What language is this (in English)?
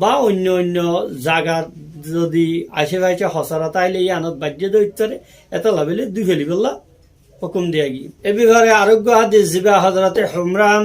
Rohingya